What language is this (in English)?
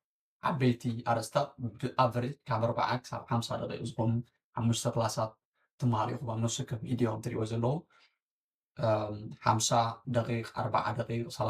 Tigrinya